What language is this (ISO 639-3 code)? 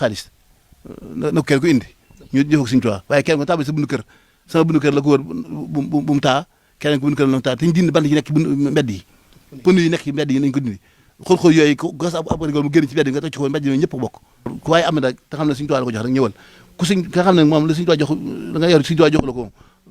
wol